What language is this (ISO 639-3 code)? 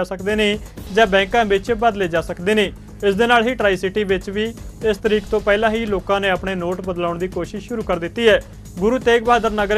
pan